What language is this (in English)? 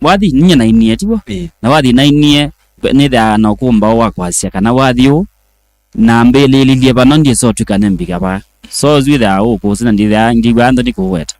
Kamba